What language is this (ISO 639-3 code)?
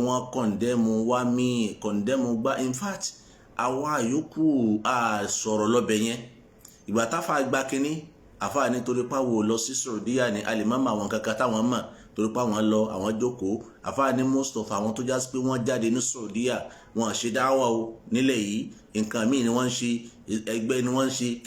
yor